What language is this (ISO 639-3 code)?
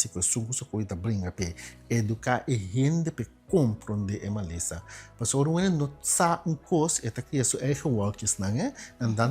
pap